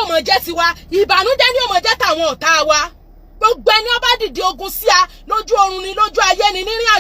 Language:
Yoruba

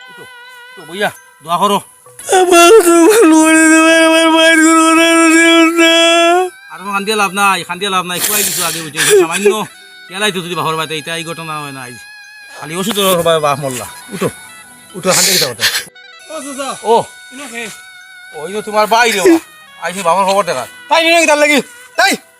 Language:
Sylheti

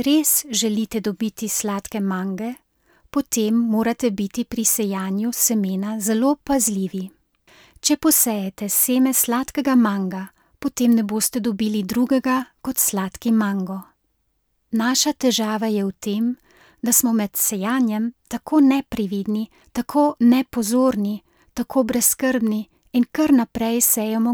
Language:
Slovenian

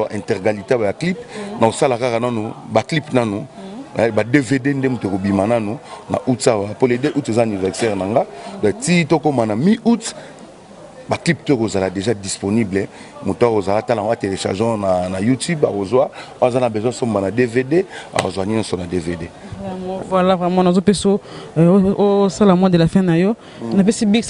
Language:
Lingala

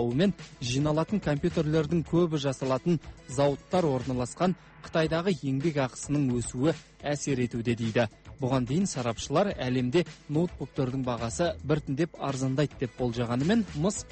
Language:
Kazakh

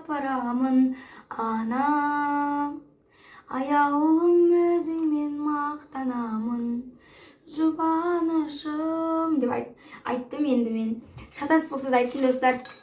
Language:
Kazakh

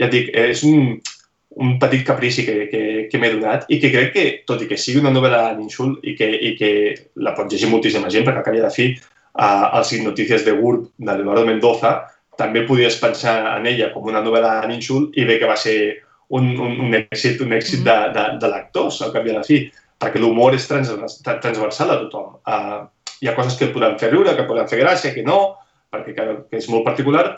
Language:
Catalan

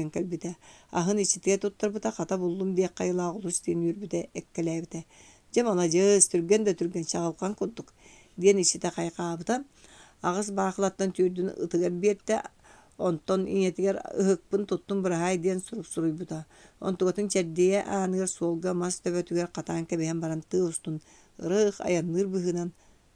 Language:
Yakut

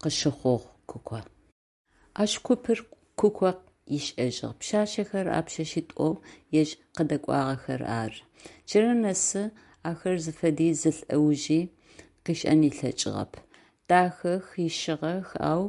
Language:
Adyghe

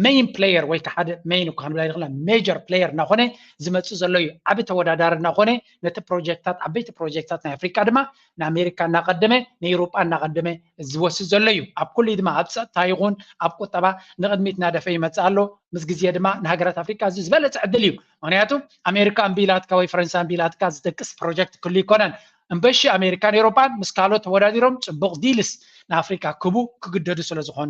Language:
Tigrinya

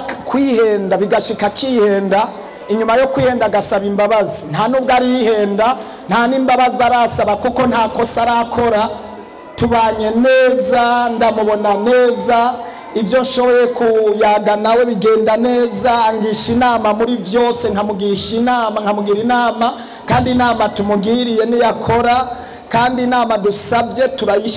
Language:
Rundi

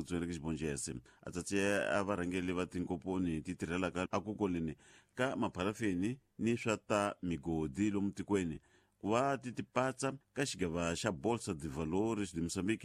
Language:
Tsonga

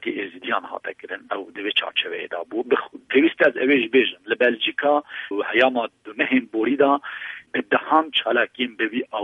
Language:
Kurdish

